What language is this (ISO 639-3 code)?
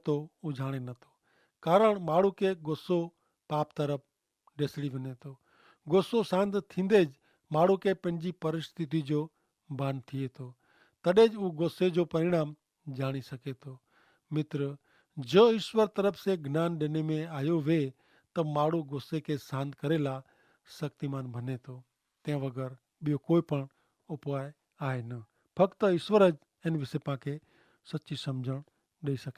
kfr